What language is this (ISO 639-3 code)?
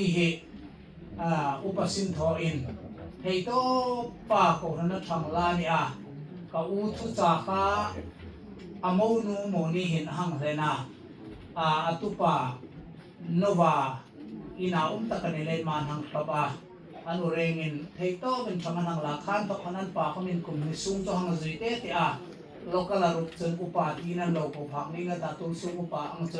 hmr